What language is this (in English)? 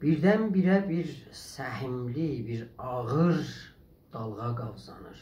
South Azerbaijani